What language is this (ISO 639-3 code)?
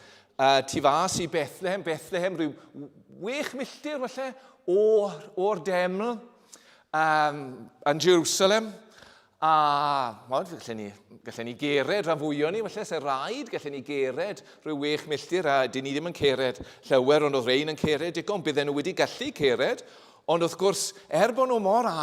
cym